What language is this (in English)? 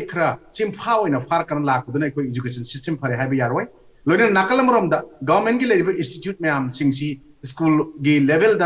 Manipuri